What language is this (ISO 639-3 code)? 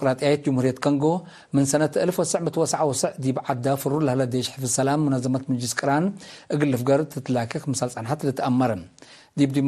tig